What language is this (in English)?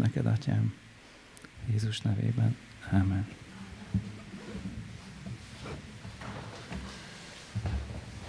Hungarian